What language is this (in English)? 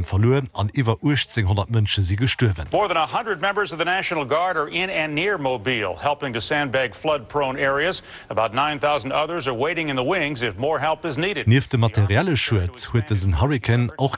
Luxembourgish